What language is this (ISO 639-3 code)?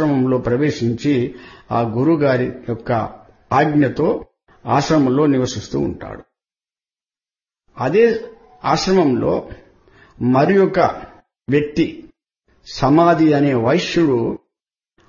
tel